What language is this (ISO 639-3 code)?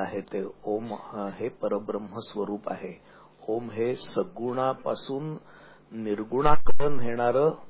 mar